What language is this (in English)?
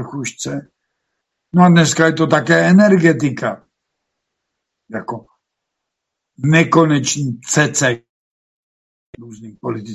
Czech